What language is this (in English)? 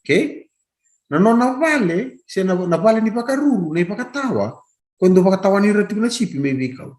Fijian